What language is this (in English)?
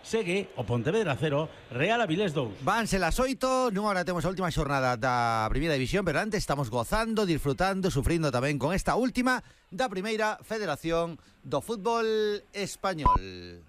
Galician